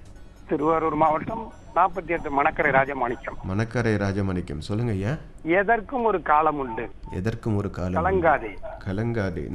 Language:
Tamil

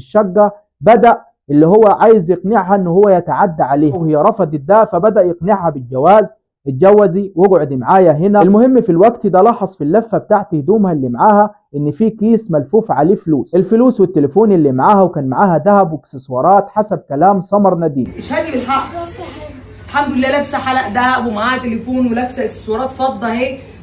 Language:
Egyptian Arabic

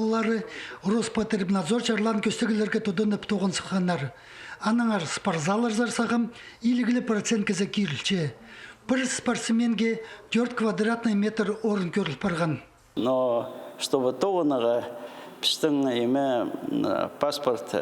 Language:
Khakas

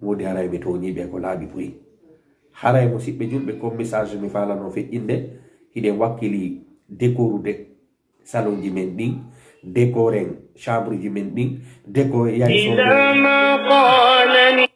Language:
Fula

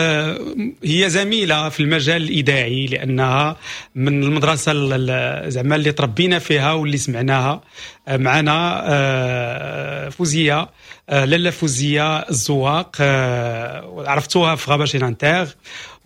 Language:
Moroccan Arabic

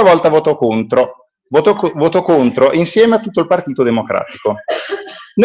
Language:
Italian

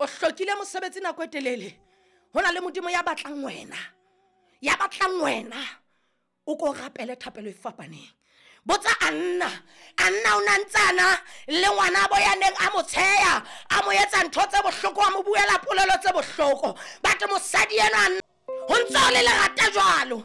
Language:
Southern Sotho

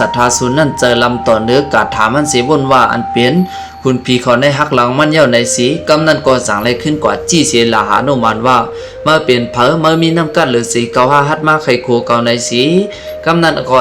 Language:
Shan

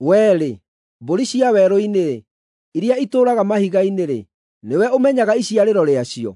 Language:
Kikuyu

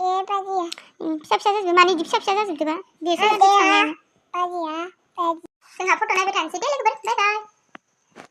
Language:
Bodo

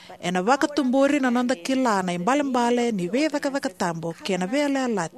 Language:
Fijian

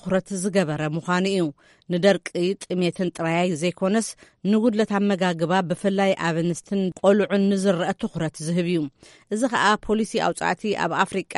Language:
Tigrinya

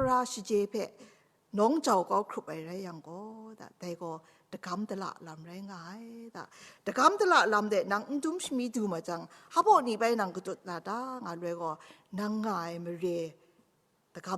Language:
Kachin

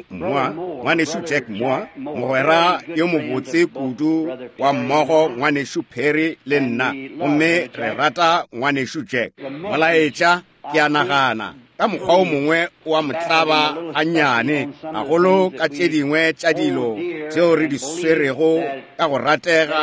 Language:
Northern Sotho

